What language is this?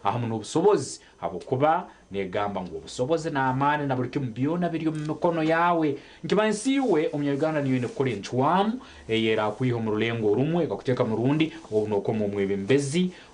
Nyankole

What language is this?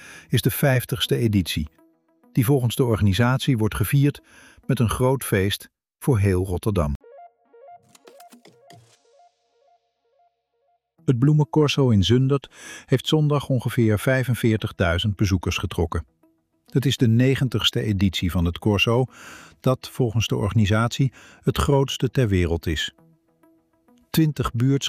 Dutch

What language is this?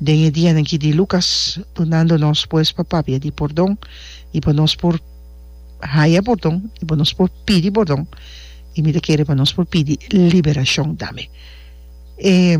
Papiamento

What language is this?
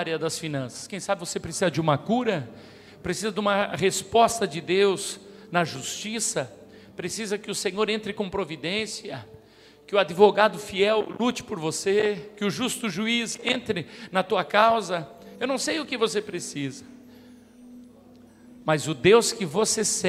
Portuguese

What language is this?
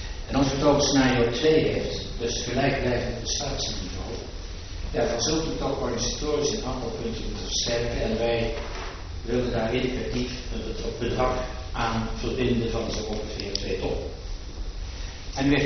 Dutch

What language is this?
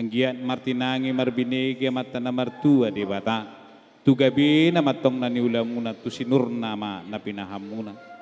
Batak Toba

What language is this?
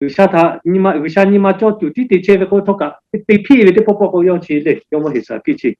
Lahu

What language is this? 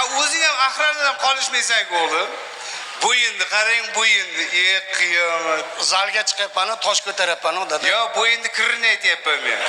Uzbek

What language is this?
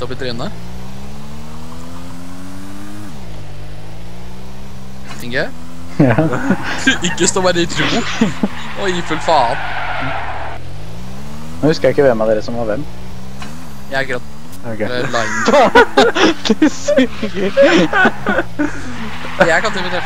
Norwegian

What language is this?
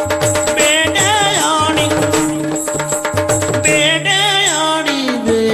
Kannada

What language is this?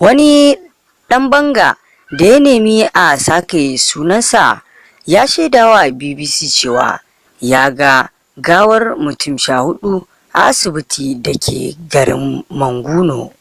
Hausa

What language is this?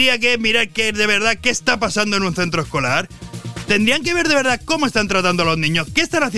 Spanish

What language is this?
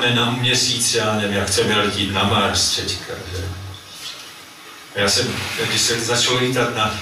Czech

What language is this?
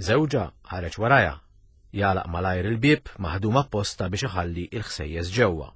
Maltese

